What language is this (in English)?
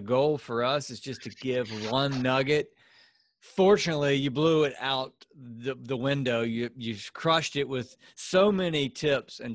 English